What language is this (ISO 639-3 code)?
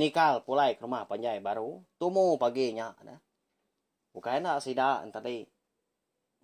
iba